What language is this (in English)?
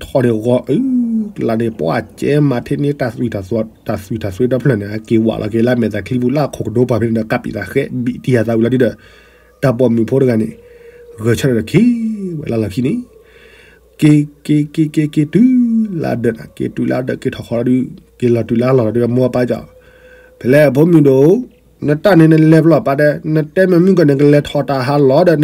S'gaw Karen